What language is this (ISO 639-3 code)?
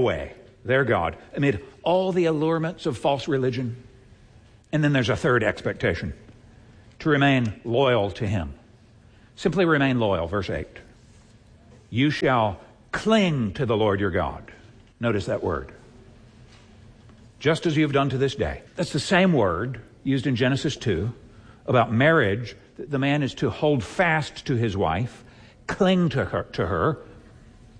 eng